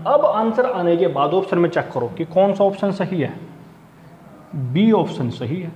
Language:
Hindi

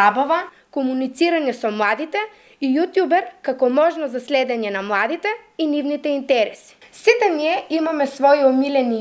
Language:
Macedonian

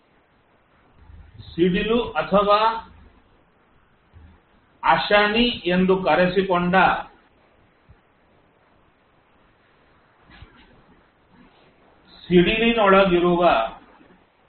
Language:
Kannada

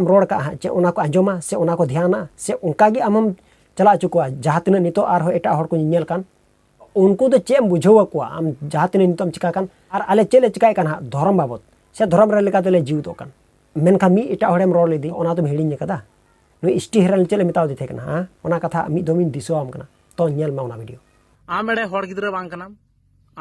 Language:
Santali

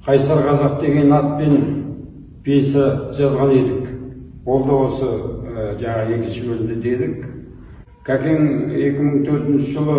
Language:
Kazakh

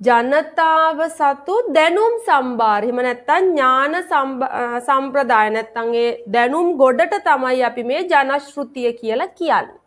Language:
Sinhala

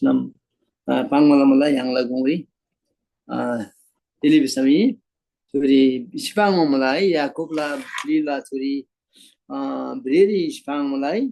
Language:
Eastern Tamang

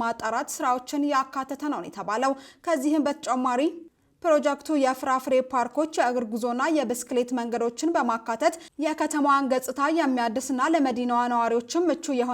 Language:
Amharic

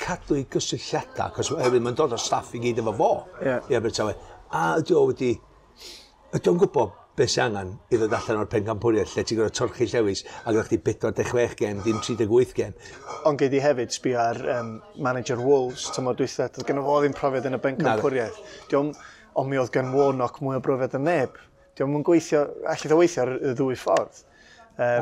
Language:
Welsh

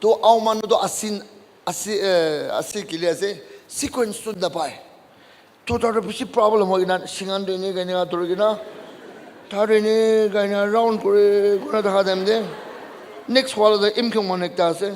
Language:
Naga Pidgin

